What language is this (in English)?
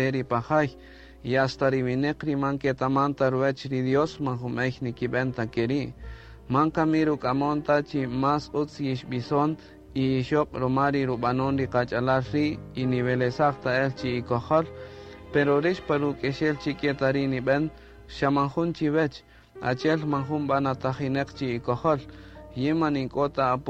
Kaqchikel